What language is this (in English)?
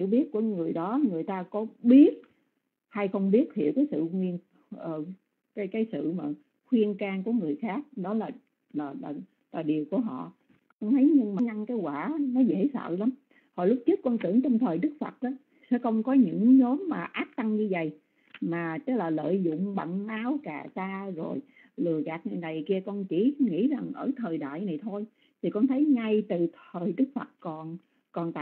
Vietnamese